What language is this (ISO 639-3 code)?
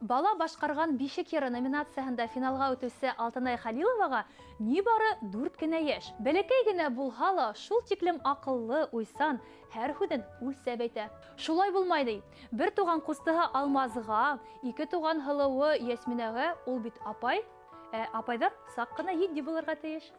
bak